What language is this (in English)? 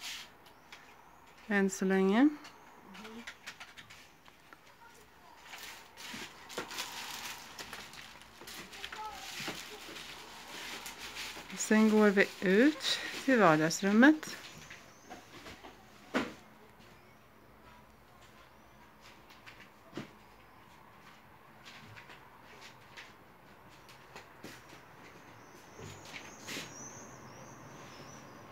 Swedish